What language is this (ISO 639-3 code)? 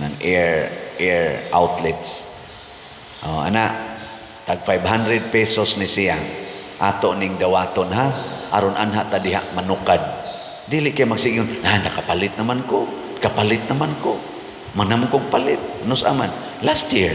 ceb